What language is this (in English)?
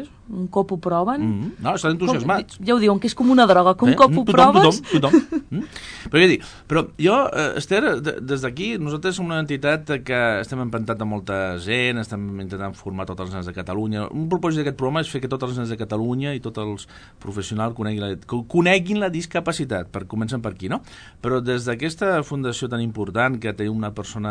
Catalan